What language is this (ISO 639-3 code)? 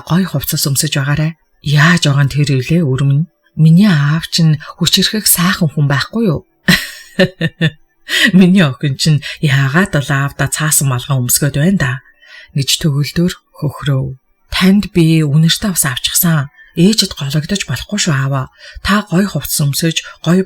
mon